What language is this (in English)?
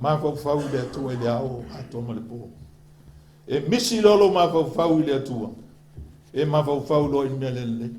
Samoan